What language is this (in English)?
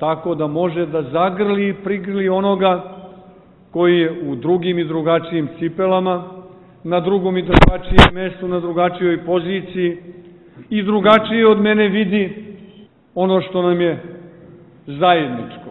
Serbian